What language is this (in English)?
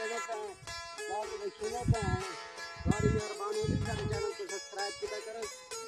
Saraiki